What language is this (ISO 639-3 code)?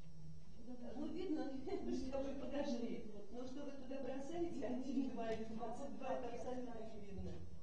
rus